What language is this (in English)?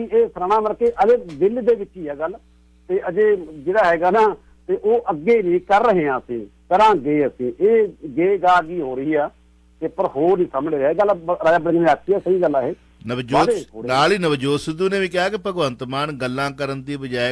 Punjabi